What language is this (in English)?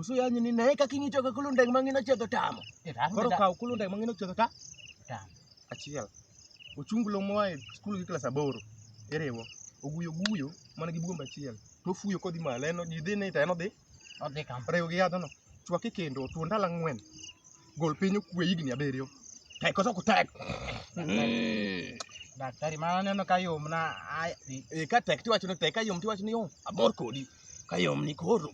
Luo (Kenya and Tanzania)